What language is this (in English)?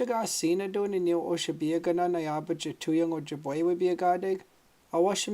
Chippewa